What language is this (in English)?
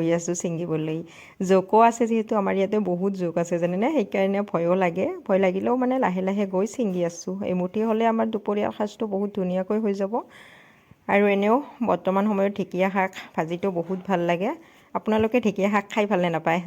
Assamese